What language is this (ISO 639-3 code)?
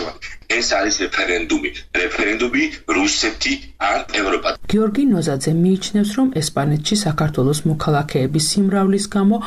kat